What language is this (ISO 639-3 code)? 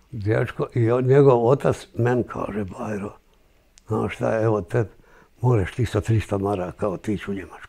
bos